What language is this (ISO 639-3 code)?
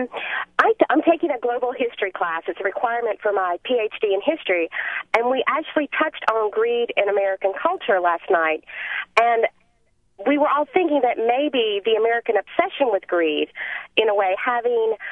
eng